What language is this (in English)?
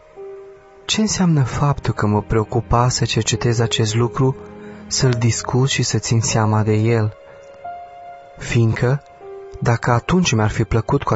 Romanian